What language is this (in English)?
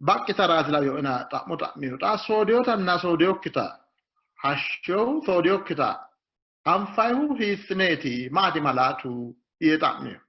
Sidamo